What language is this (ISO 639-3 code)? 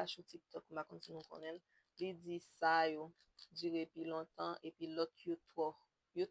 hat